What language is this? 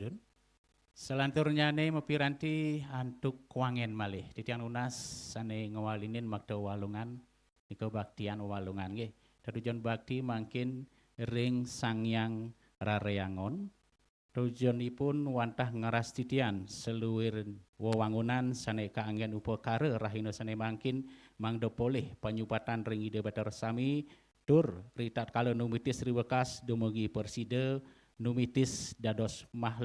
Balinese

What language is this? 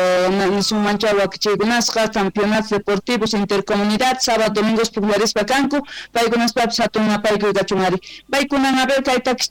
Quechua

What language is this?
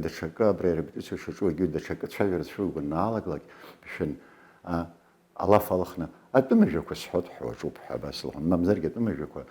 Abkhazian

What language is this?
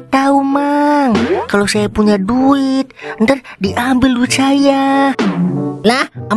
Betawi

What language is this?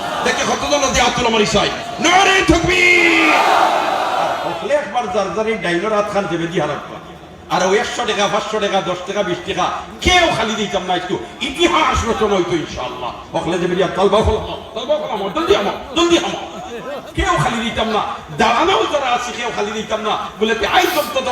Sylheti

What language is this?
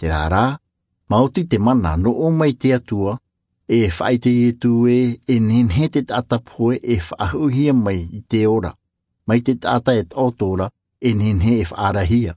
Tahitian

